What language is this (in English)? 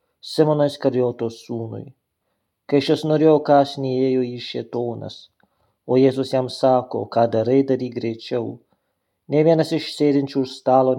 Lithuanian